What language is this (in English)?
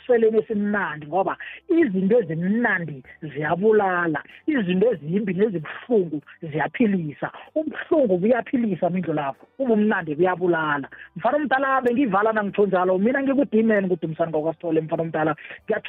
South Ndebele